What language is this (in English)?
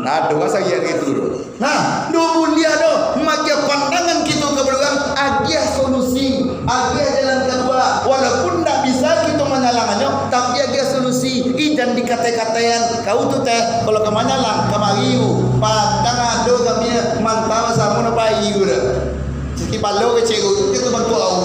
Minangkabau